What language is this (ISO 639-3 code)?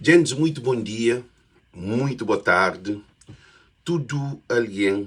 kea